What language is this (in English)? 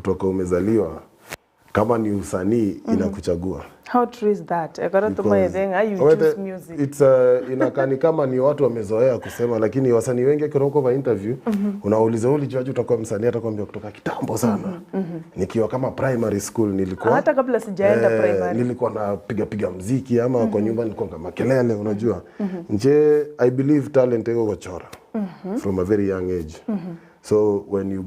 Gusii